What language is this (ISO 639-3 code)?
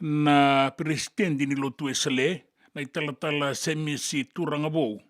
fij